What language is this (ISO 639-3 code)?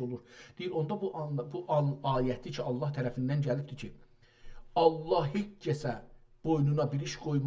azb